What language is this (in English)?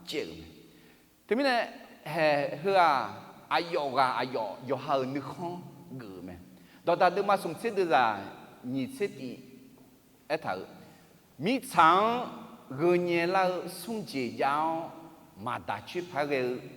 Akha